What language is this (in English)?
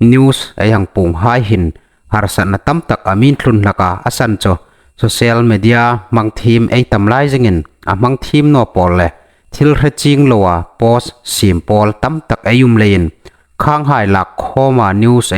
Hmar